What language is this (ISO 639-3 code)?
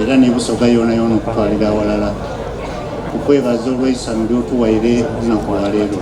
xog